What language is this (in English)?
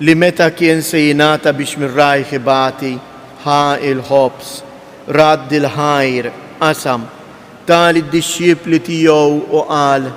Maltese